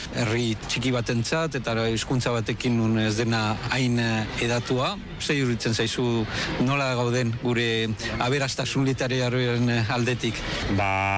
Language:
Basque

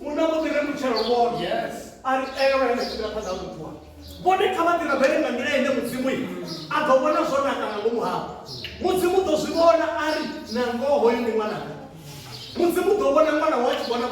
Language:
Venda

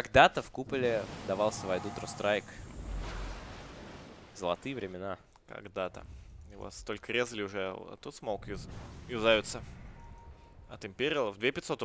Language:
Russian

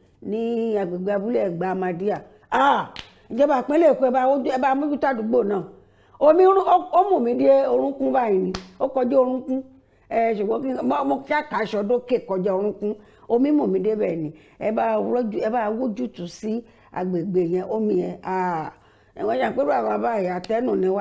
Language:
Yoruba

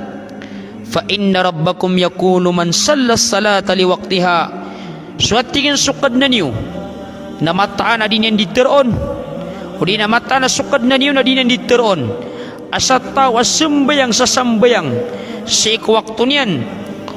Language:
Maranao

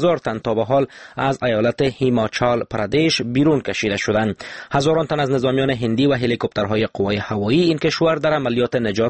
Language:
Persian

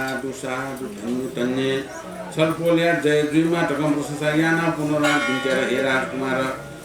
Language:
Newari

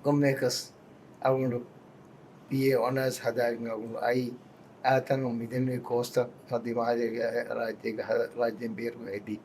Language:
Divehi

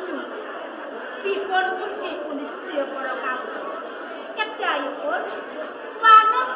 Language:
Javanese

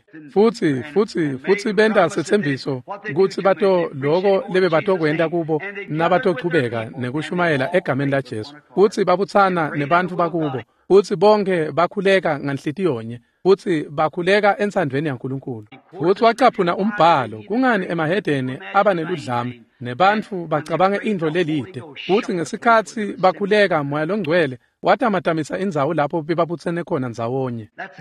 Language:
Swati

